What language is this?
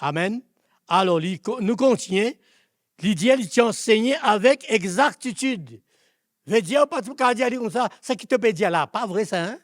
Morisyen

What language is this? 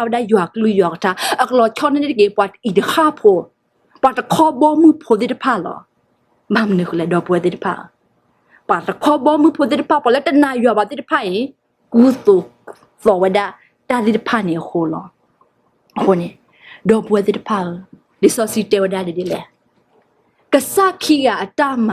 S'gaw Karen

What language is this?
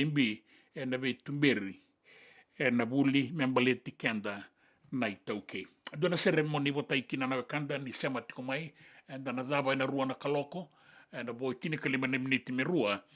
Fijian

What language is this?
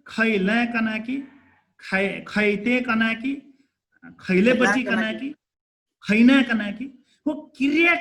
Dangaura Tharu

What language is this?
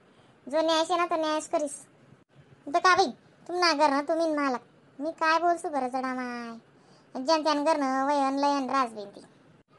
Khandesi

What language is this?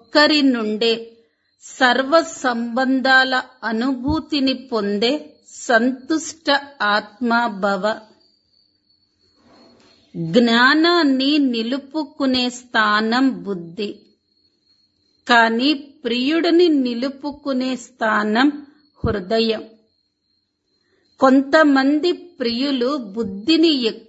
Telugu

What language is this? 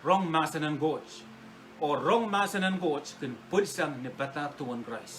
Pohnpeian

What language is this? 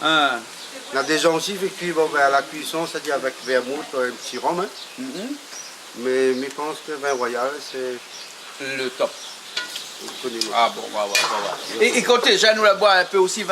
Réunion Creole French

